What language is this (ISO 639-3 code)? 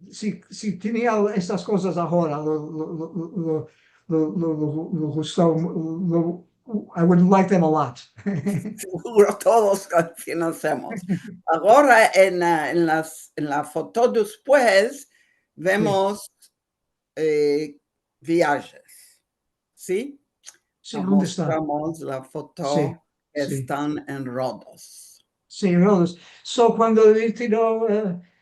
lad